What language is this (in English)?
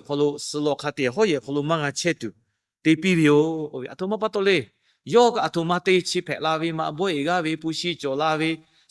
Lahu